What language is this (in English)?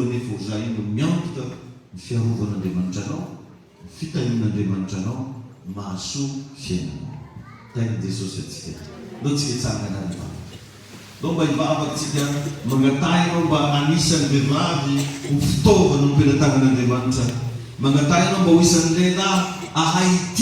Malagasy